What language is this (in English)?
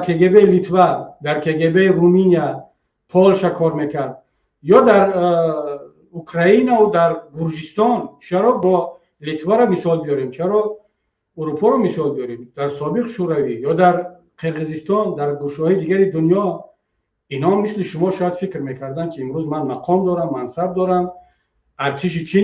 Tajik